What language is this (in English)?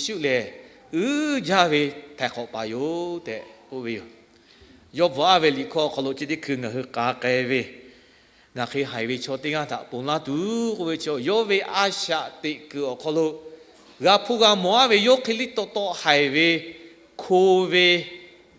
Lahu